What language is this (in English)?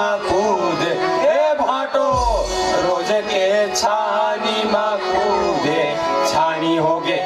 Chhattisgarhi